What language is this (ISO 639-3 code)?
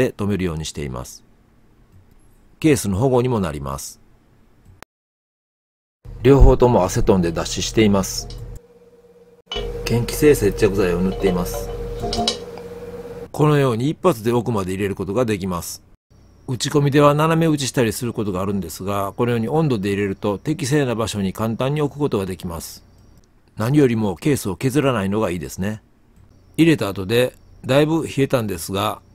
jpn